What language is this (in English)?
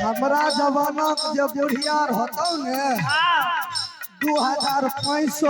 Maithili